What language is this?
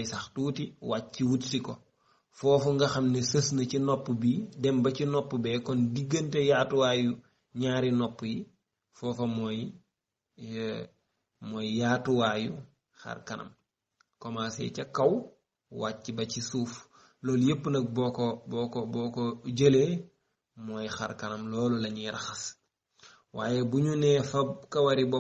Wolof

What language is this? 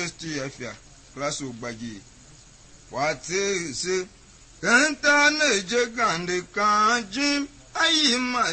Tiv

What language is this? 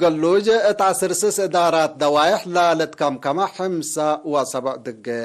Tigre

